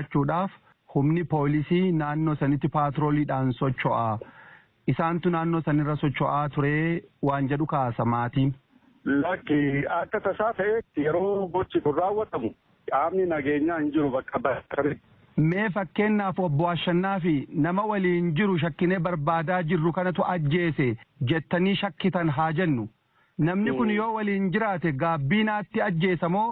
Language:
Oromo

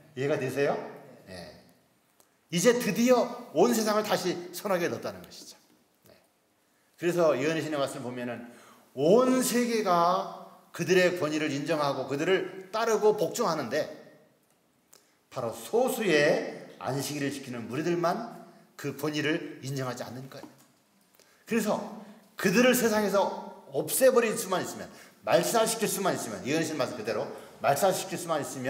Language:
Korean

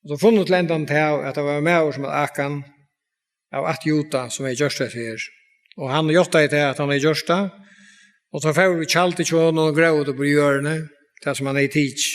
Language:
Faroese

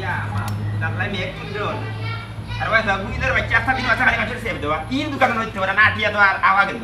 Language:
Sylheti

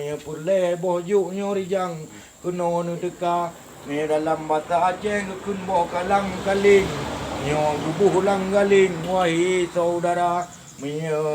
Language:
Achinese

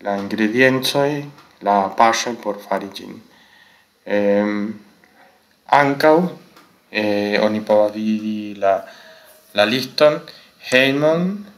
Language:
Esperanto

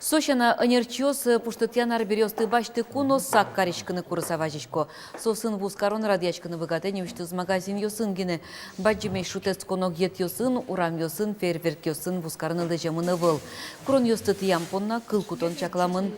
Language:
Udmurt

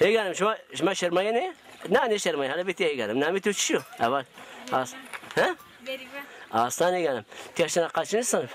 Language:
Zaza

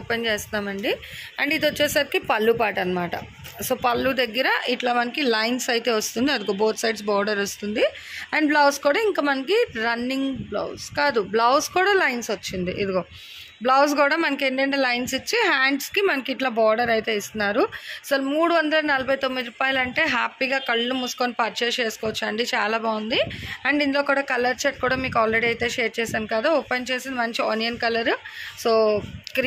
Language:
Telugu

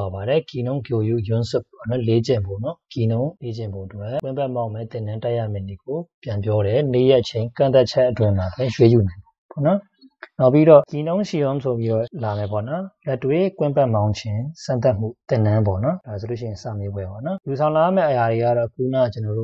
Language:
Burmese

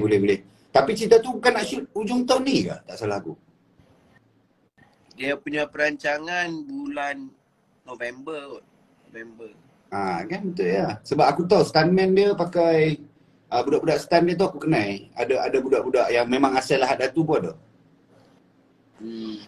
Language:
Malay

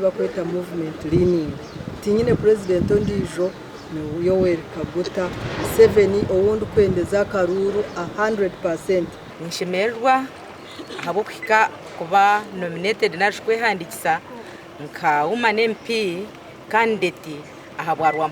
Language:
Nyankole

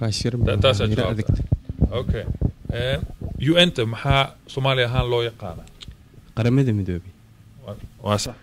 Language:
Somali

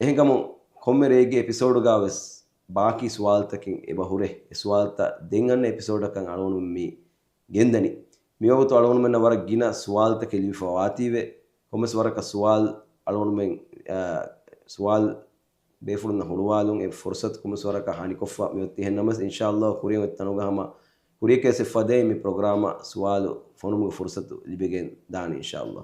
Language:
Divehi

